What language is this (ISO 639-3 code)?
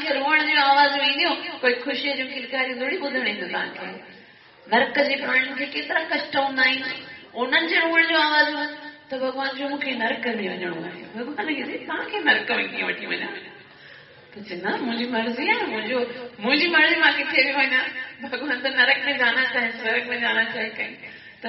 snd